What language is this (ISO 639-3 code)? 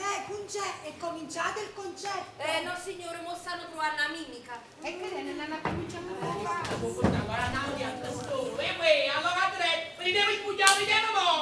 nap